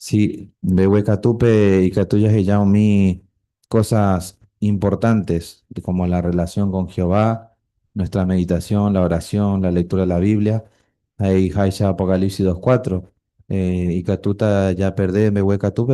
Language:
Guarani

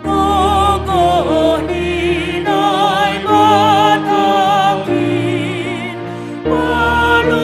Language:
Batak Simalungun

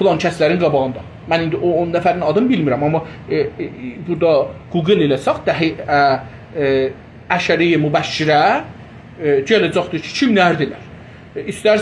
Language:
South Azerbaijani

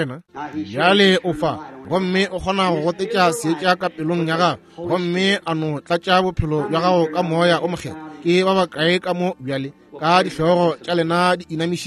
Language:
Northern Sotho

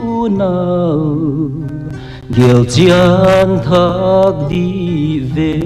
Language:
Paite Chin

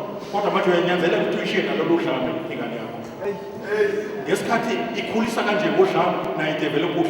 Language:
Zulu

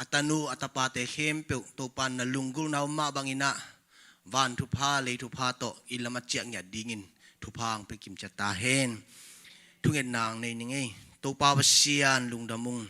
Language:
Tedim Chin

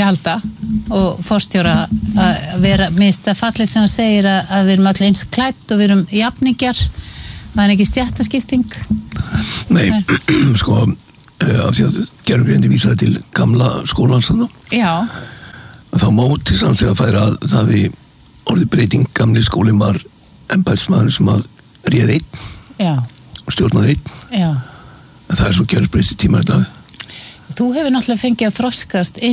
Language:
Icelandic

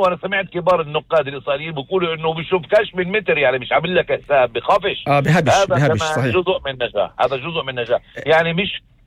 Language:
North Levantine Arabic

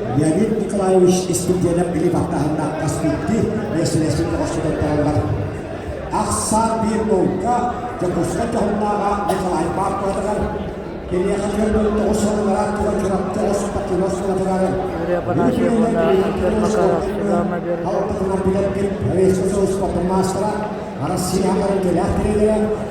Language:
Yakut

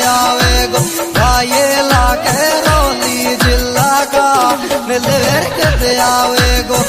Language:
Bhojpuri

